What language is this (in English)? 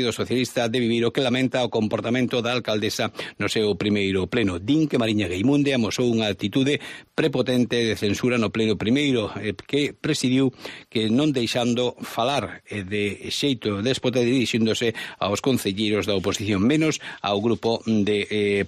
Galician